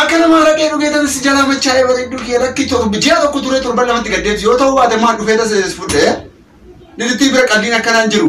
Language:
Oromo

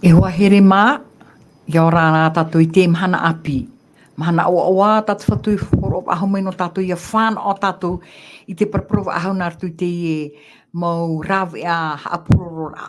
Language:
Tahitian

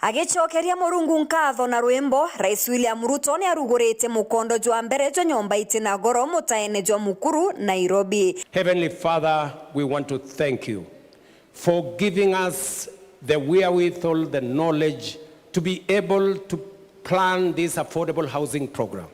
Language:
Meru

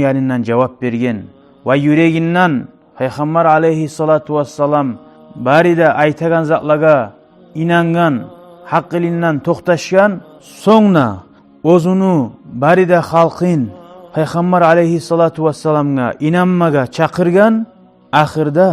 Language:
Kumyk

